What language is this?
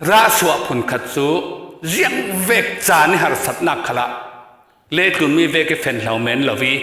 Falam Chin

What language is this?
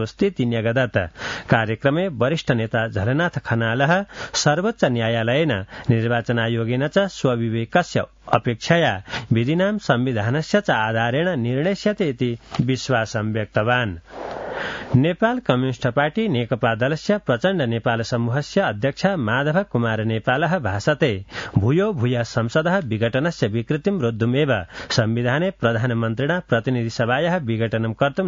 Sanskrit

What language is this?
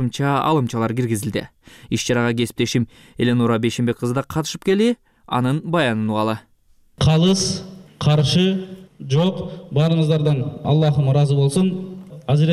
Kyrgyz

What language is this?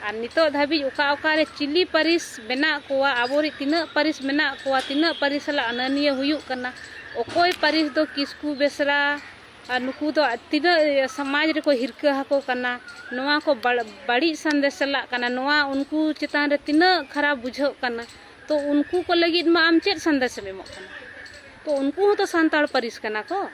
Santali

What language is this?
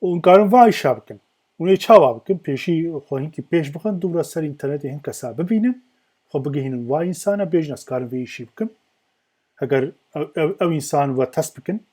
Kurdish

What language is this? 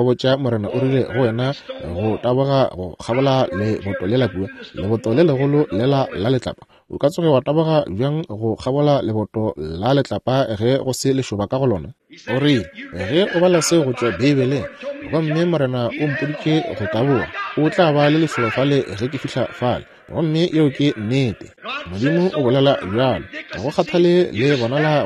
Northern Sotho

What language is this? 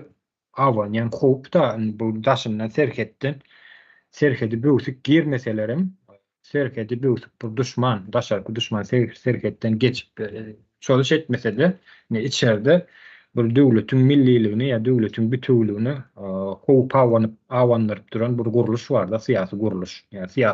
Turkmen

